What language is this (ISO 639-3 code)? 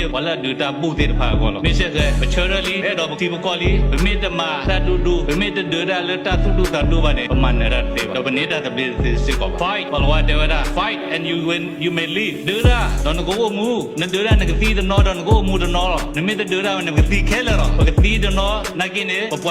ksw